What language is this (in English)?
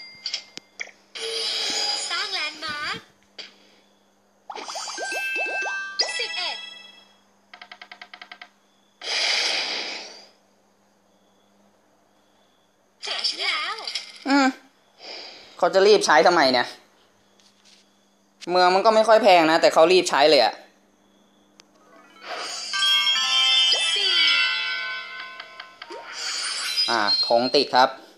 Thai